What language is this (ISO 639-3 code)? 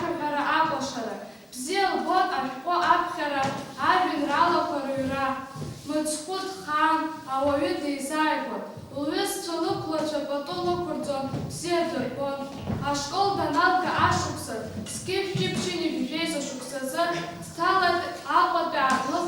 abk